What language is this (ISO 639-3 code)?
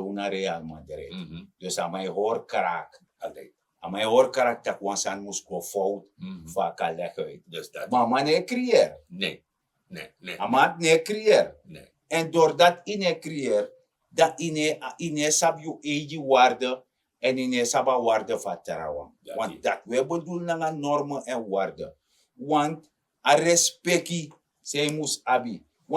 srn